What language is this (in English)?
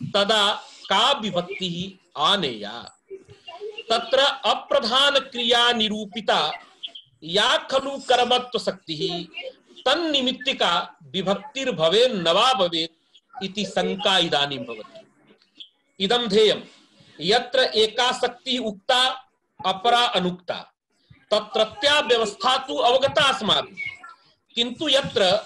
Sanskrit